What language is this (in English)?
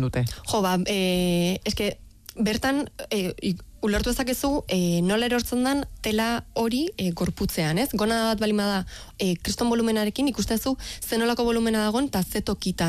Basque